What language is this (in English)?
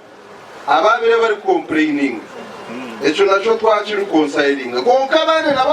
Nyankole